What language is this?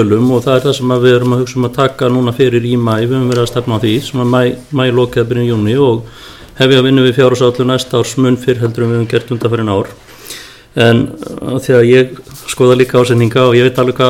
Icelandic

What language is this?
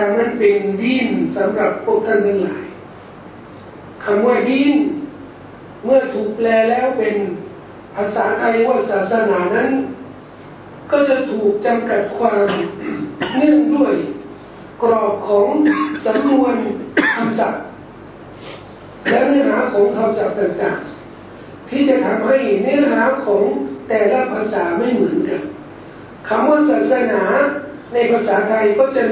Thai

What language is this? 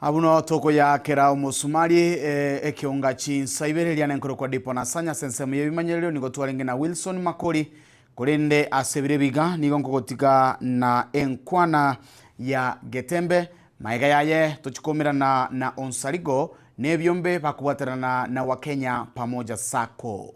Gusii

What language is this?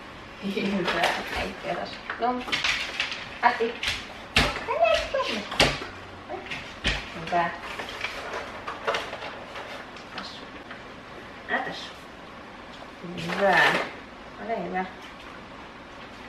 Finnish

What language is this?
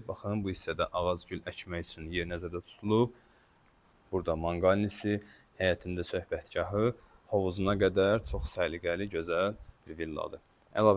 Azerbaijani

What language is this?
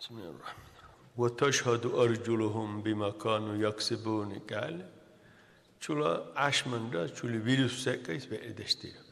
Dargwa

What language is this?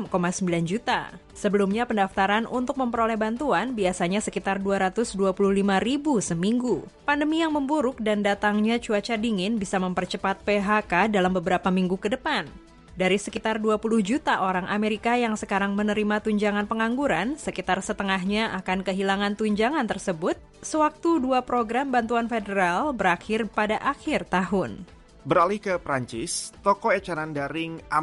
Indonesian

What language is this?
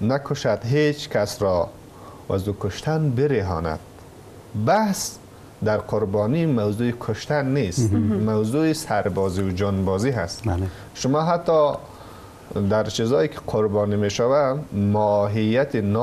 Persian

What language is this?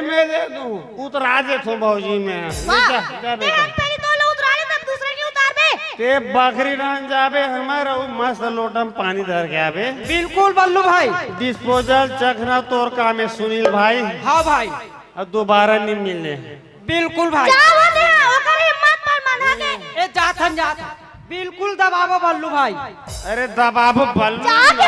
Chhattisgarhi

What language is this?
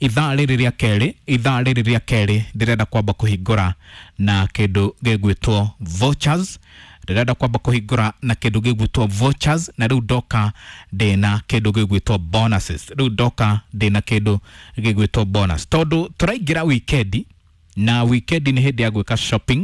Kikuyu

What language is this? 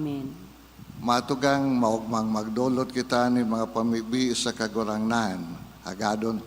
Bikol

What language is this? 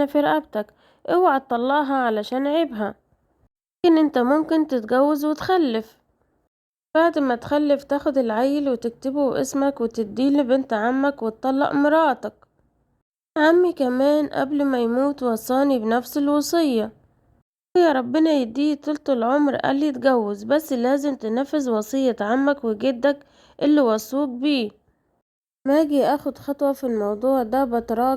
Egyptian Arabic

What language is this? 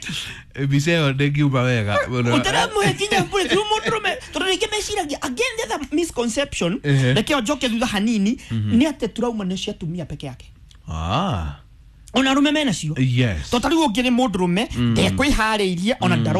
Kikuyu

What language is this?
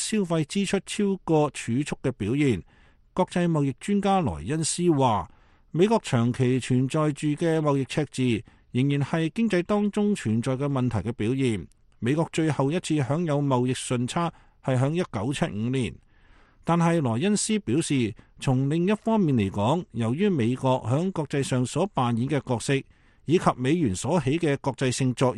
Cantonese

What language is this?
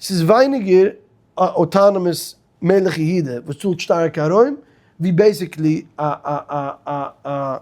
Yiddish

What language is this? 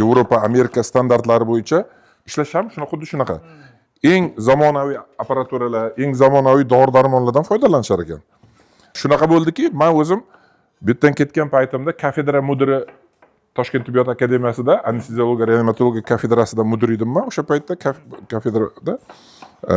Uzbek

